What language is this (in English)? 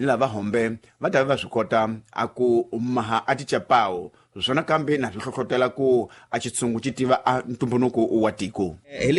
Tsonga